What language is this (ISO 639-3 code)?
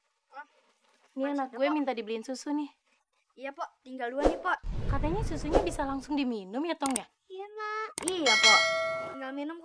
bew